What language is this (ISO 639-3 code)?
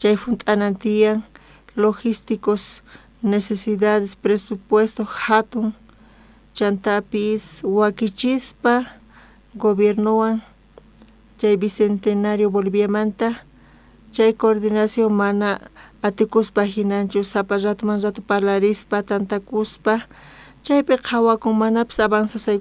quh